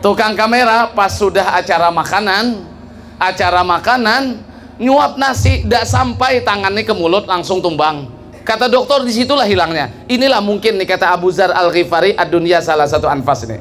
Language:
Banjar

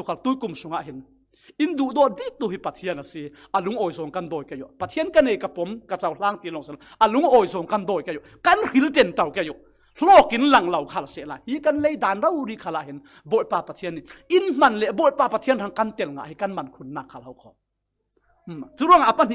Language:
Falam Chin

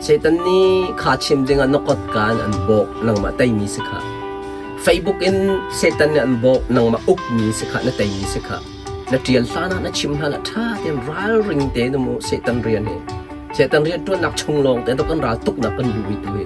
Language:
Hakha Chin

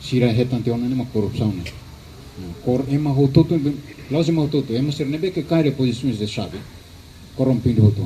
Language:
Tetum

